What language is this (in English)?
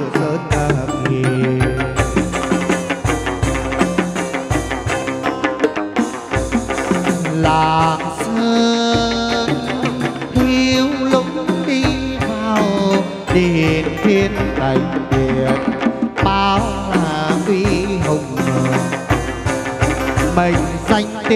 Vietnamese